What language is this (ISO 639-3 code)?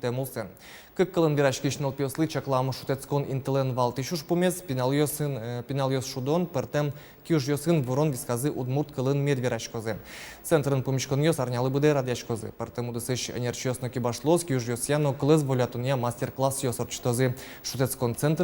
udm